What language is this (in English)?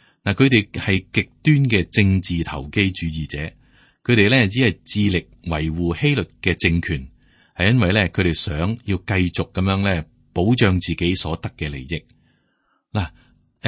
Cantonese